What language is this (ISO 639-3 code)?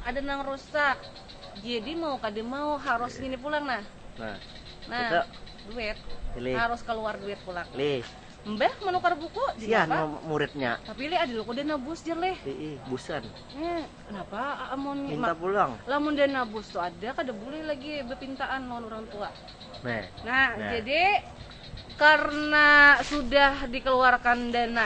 bjn